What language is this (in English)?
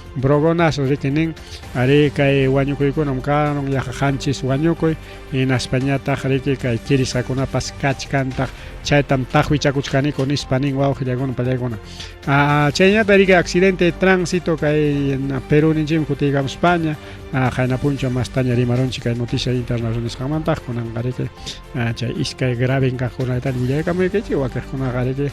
Ayacucho Quechua